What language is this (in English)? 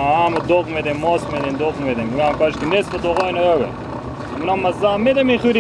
Persian